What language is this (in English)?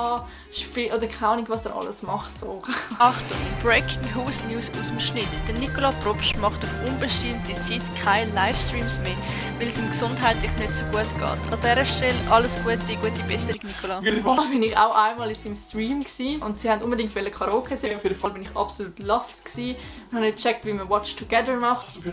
Swiss German